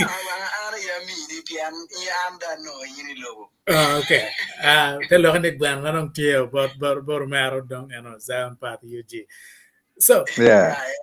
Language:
Acoli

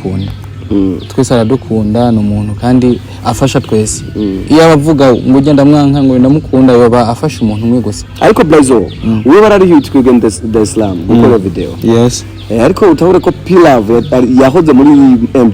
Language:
Rundi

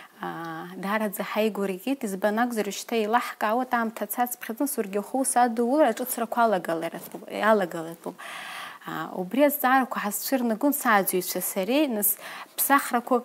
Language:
Abkhazian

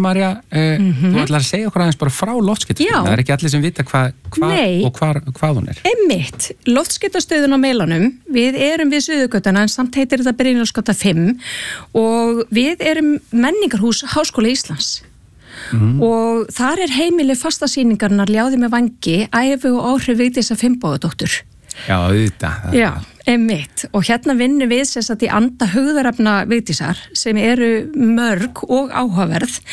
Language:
Icelandic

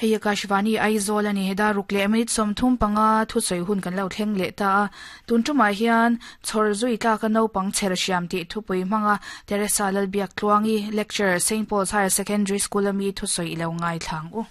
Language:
Mizo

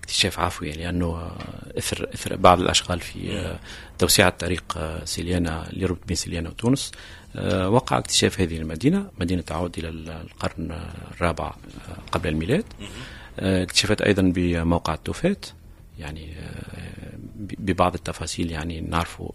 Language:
Tunisian Arabic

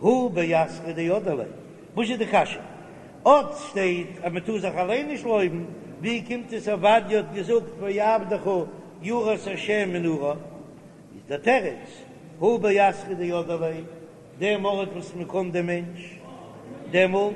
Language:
Yiddish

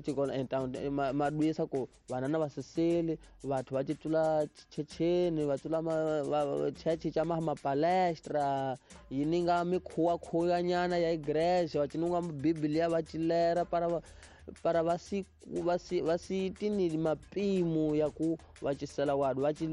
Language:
Tsonga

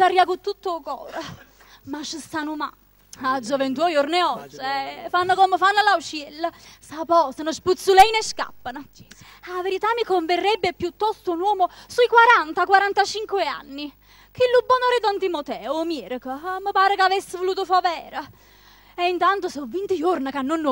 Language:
Neapolitan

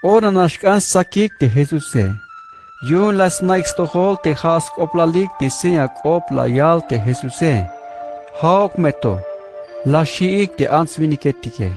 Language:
Tzeltal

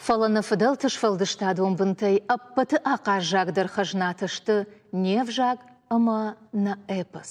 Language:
Ossetic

